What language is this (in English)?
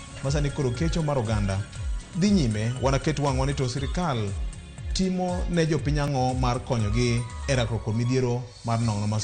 Luo (Kenya and Tanzania)